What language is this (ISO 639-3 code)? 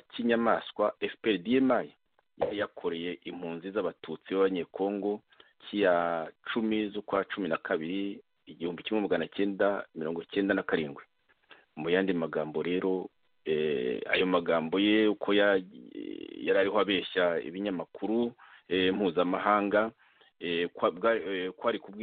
kin